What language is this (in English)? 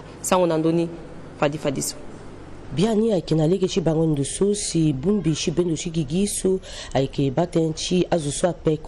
Sango